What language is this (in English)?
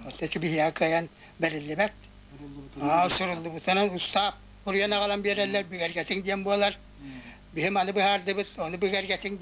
Yakut